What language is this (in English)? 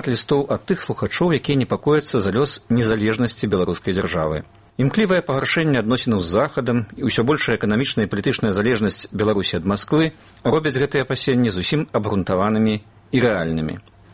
Belarusian